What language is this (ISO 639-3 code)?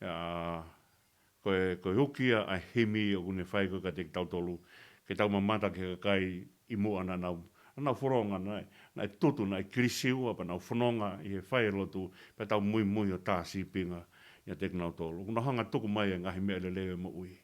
ton